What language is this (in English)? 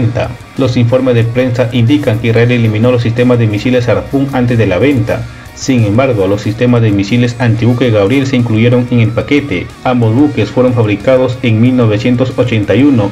Spanish